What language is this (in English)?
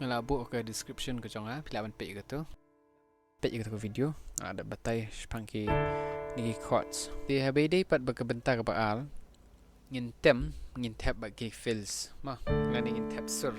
Khasi